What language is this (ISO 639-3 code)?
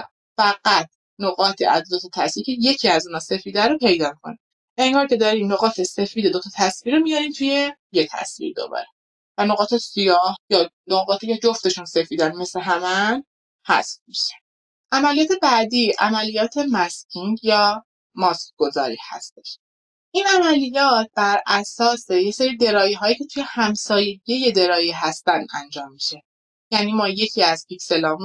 fas